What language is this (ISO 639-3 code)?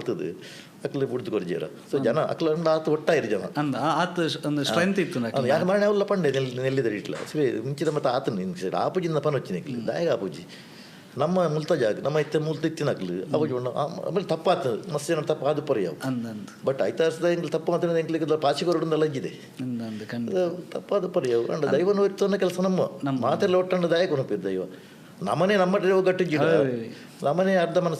tcy